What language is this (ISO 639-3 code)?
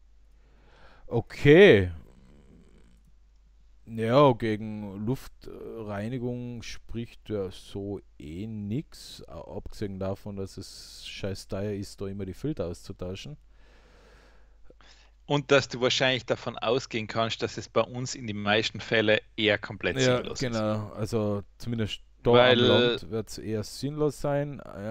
deu